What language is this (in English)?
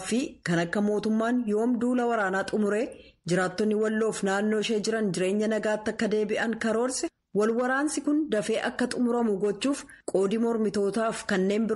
Oromo